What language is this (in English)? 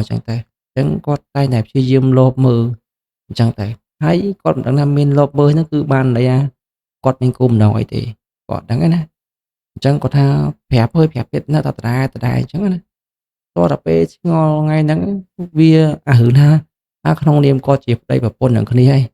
Khmer